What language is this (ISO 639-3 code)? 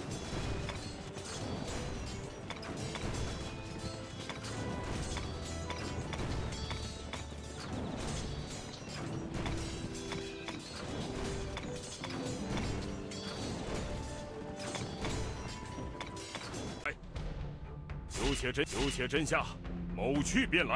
zho